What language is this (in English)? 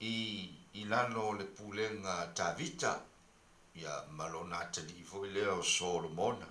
Samoan